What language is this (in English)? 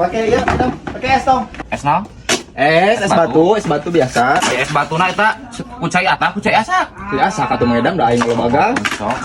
Sundanese